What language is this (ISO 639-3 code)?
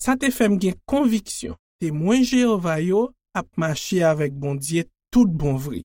hat